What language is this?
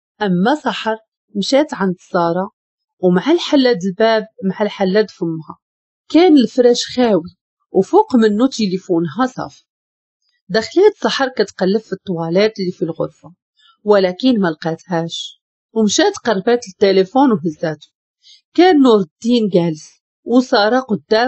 Moroccan Arabic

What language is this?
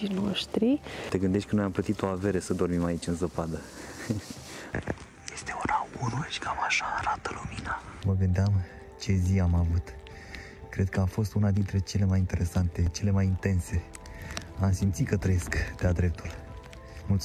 Romanian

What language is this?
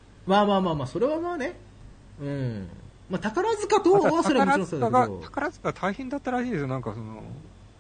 Japanese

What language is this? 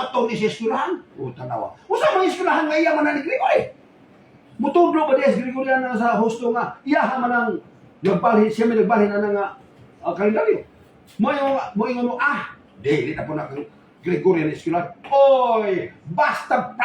Cebuano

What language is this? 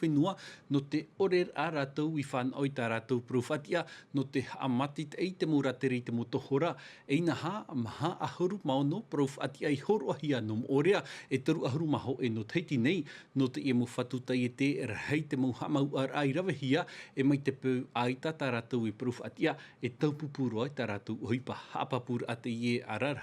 Tahitian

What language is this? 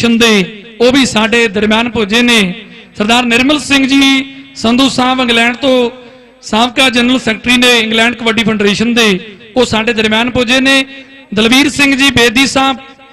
Punjabi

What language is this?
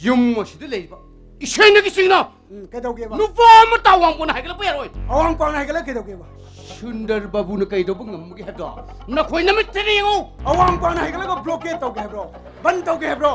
Manipuri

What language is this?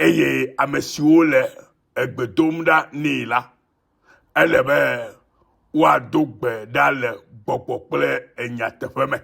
Ewe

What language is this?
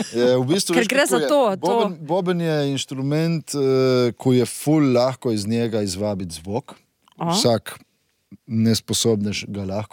Slovenian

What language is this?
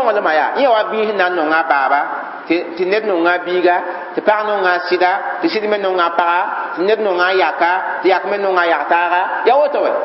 Mossi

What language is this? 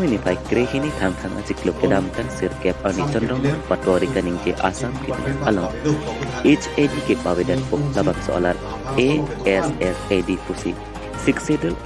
Karbi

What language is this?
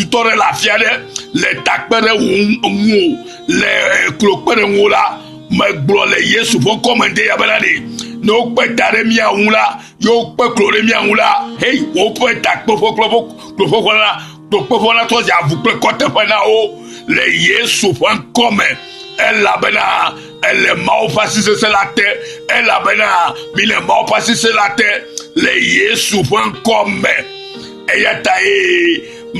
Ewe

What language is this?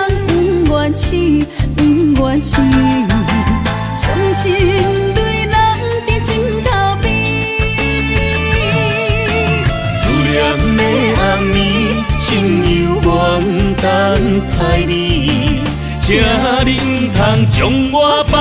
Min Nan Chinese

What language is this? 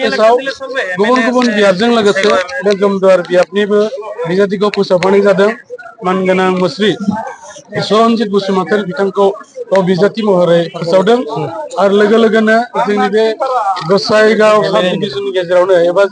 Bodo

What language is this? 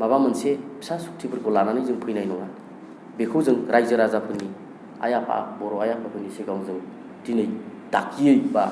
Bodo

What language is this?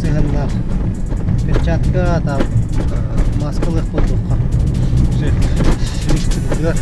Yakut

